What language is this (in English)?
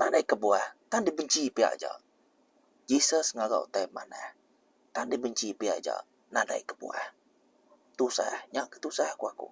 Iban